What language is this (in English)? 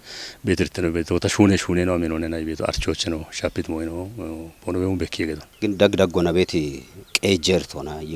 Kafa